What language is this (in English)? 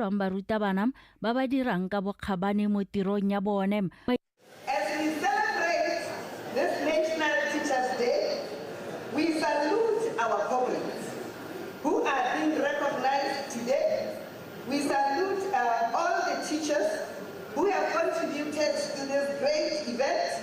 Tswana